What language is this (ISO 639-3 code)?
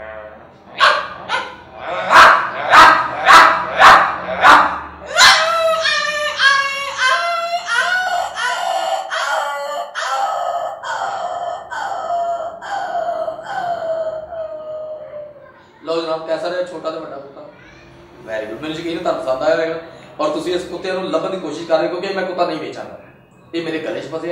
pan